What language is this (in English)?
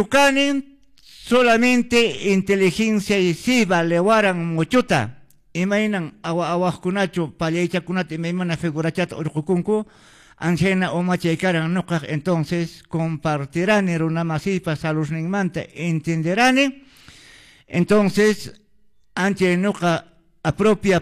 Quechua